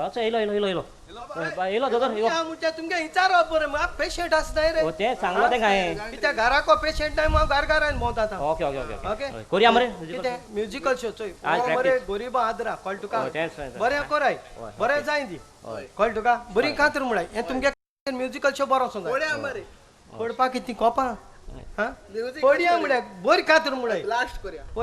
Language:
Konkani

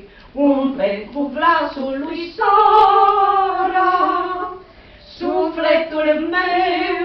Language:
Romanian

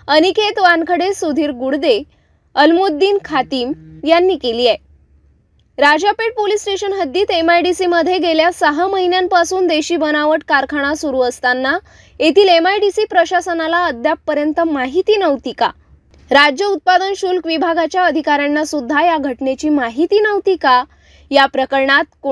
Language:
Marathi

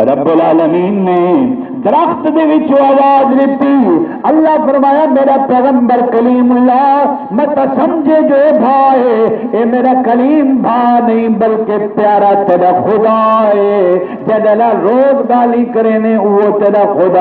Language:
Saraiki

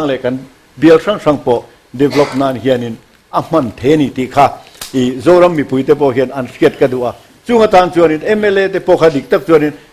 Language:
Mizo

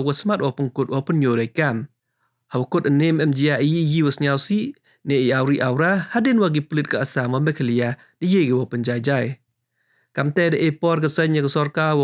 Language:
Khasi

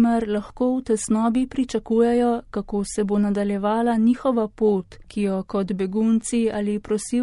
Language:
Slovenian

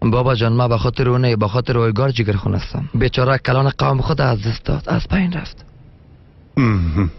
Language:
Tajik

